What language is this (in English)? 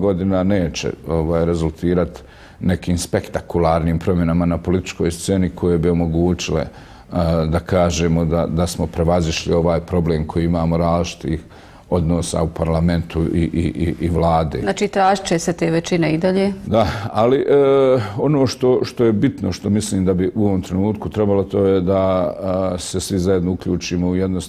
Bosnian